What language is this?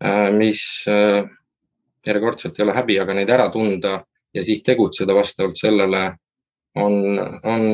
Estonian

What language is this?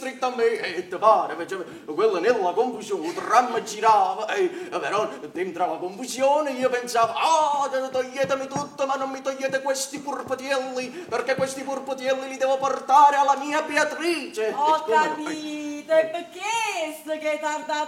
Neapolitan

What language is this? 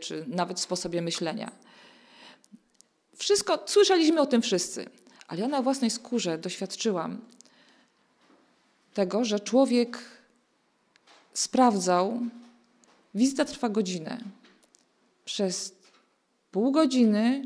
Polish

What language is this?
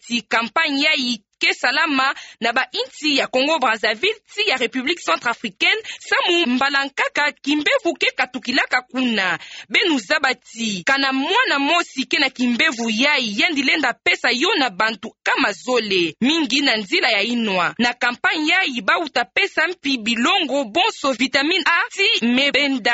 Kituba (Democratic Republic of Congo)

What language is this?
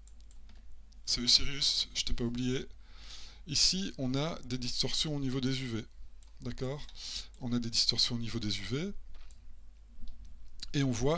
French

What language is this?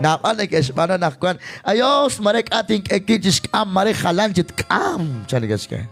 Kekchí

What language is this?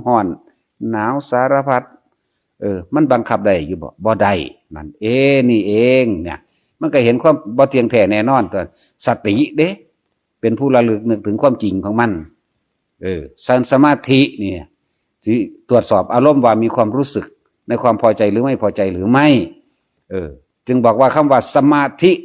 Northeastern Thai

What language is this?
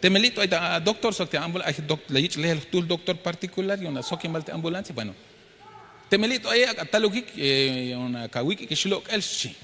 Tzeltal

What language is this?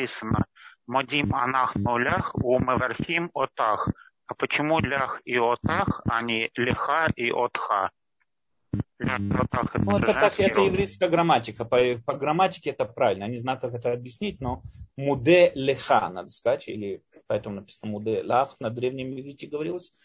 Russian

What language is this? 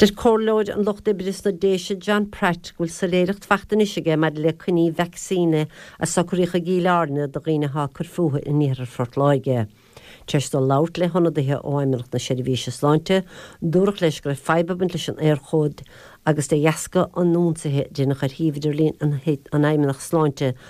Irish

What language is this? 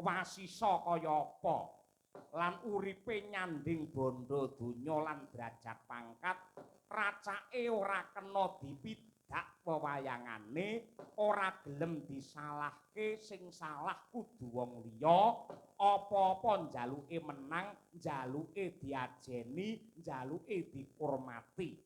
Javanese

